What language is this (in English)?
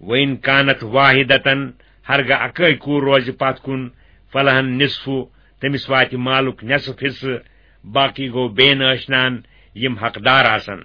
Kashmiri